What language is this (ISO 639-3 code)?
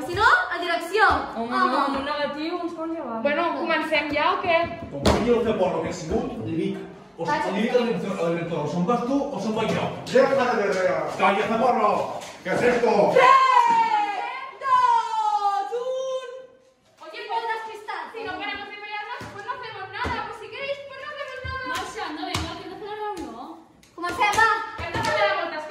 cat